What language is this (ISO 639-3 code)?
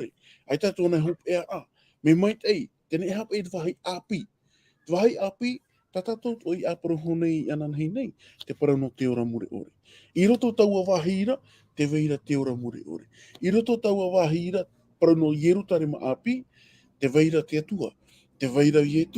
tah